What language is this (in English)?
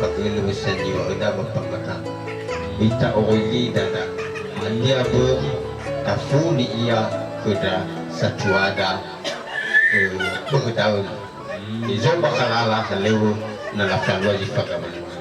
Nias